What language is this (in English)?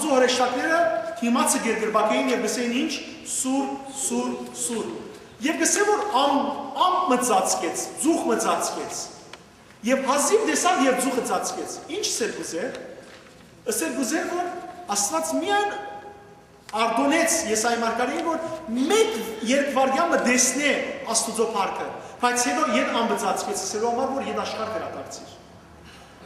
Western Armenian